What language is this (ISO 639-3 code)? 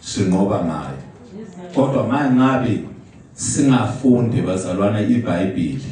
zul